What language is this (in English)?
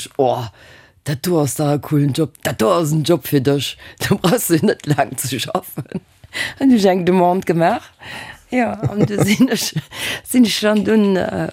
Luxembourgish